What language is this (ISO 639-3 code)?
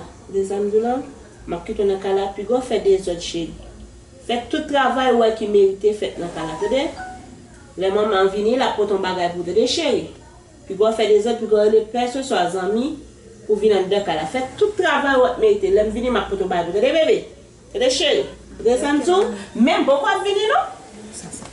hat